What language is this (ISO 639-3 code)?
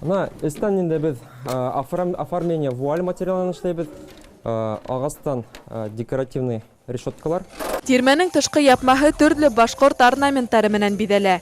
bak